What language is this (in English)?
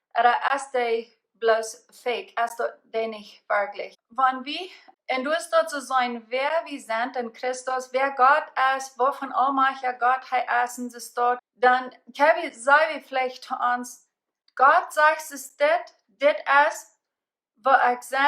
Plautdietsch